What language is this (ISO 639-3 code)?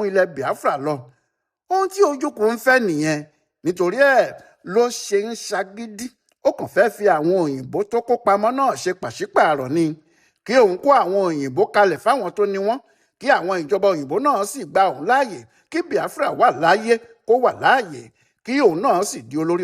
yor